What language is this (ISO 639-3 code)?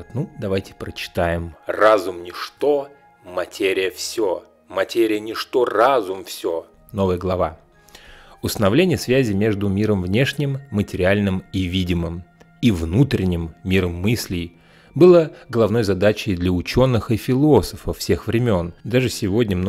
rus